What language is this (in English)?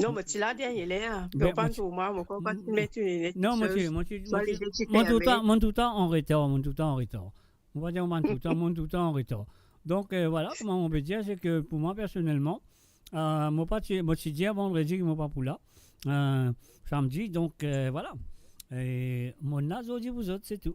Morisyen